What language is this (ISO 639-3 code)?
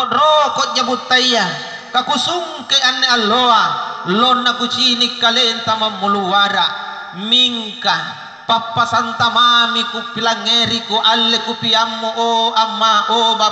mak